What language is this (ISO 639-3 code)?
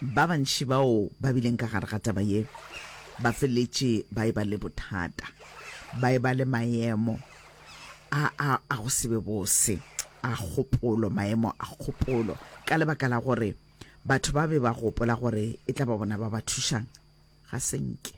nso